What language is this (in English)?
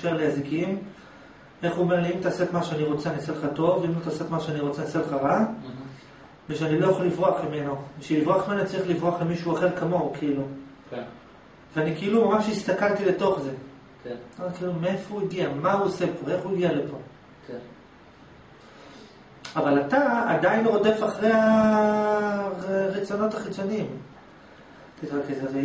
Hebrew